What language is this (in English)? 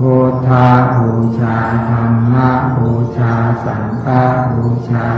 Pali